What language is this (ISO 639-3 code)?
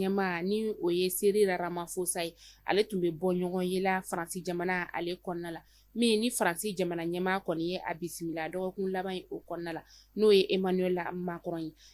bam